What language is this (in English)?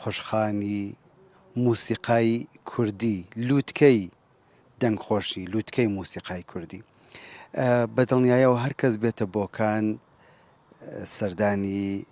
Central Kurdish